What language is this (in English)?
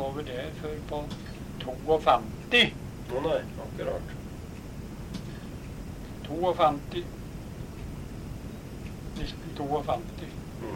Norwegian